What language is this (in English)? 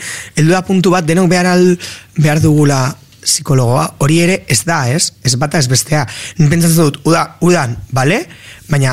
Basque